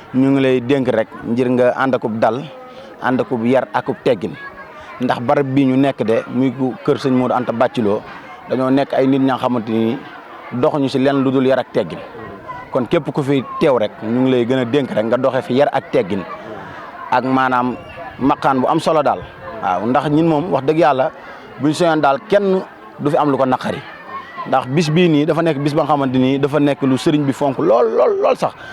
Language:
Wolof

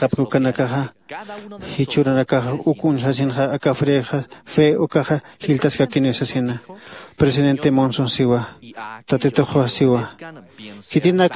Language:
Aymara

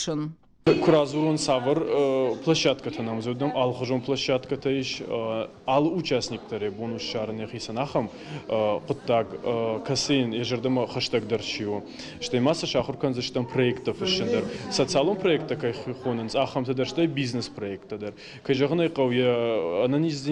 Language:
Ossetic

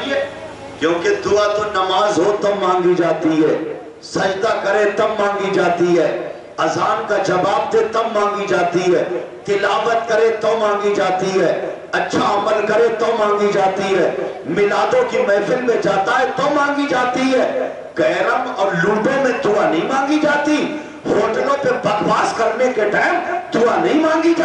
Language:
Urdu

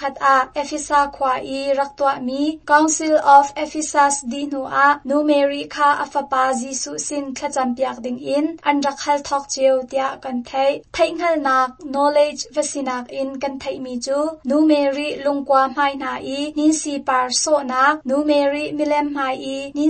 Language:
Hakha Chin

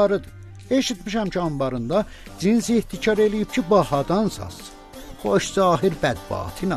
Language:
South Azerbaijani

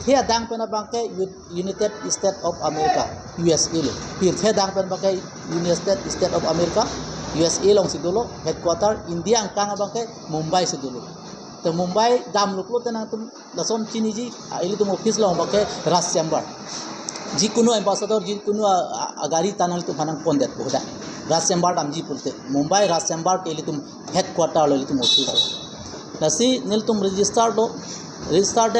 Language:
Karbi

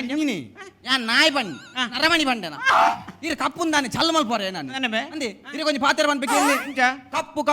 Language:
Tulu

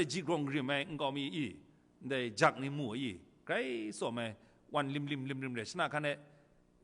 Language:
Kachin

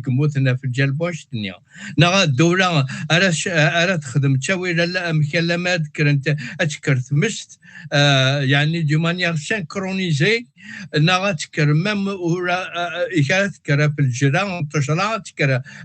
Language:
Kabyle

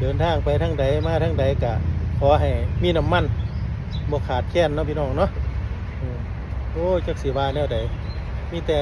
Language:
Northeastern Thai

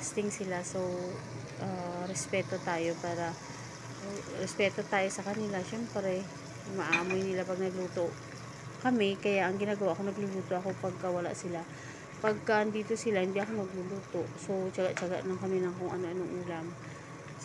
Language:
Filipino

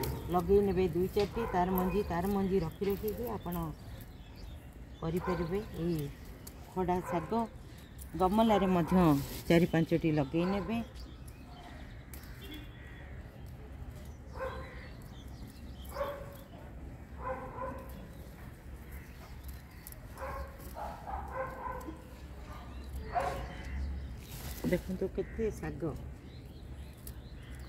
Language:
Odia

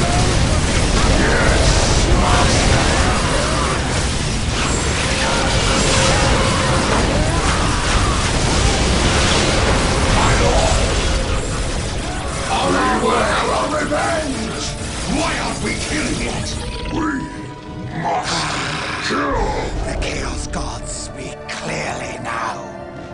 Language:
English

